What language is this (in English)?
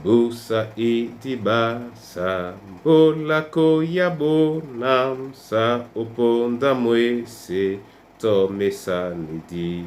Duala